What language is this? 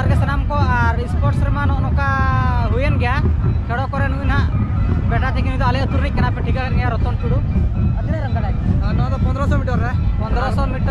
Santali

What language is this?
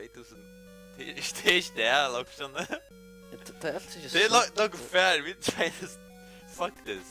Faroese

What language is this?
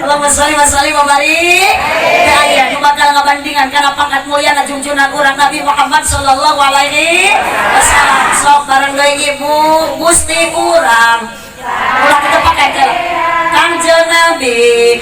Sundanese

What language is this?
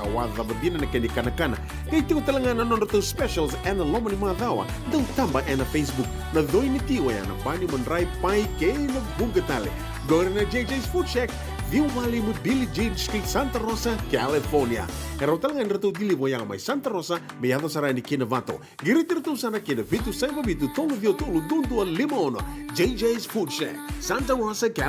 Fijian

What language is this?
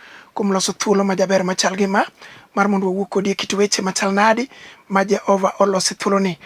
Luo (Kenya and Tanzania)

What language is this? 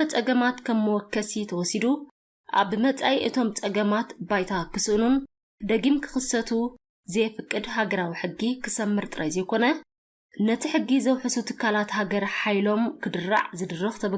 Tigrinya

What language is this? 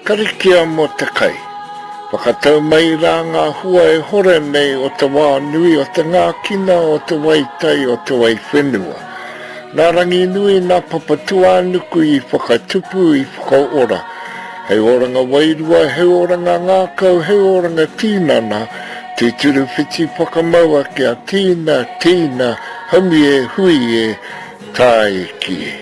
Māori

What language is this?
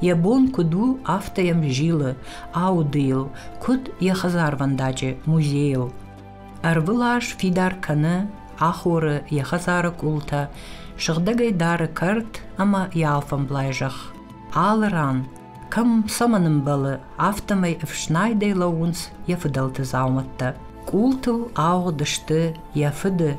Ossetic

